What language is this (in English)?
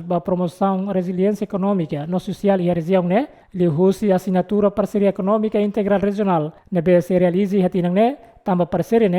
Tetum